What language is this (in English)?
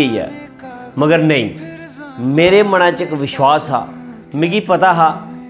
Dogri